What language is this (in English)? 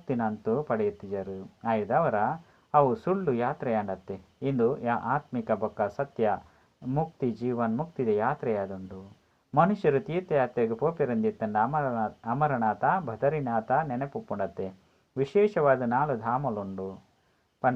Tulu